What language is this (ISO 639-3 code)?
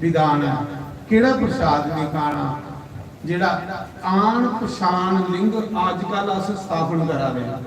doi